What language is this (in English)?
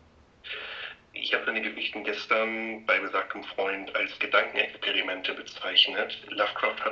German